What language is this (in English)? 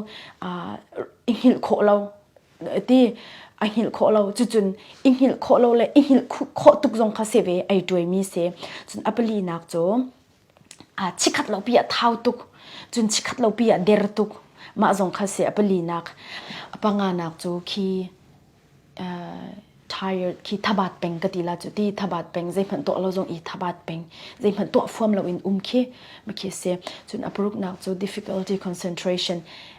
Hakha Chin